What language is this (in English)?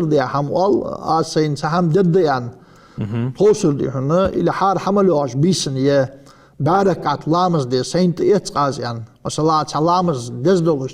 Ingush